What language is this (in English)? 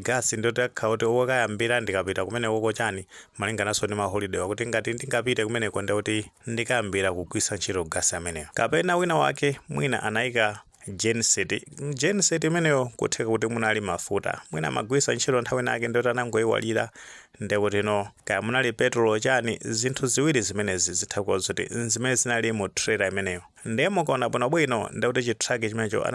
Nyanja